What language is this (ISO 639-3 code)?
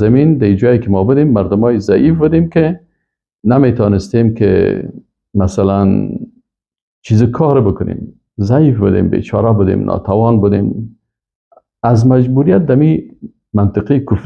fas